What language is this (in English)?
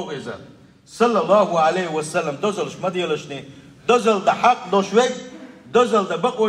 Chechen